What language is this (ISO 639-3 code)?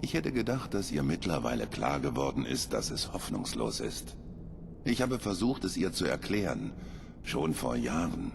bar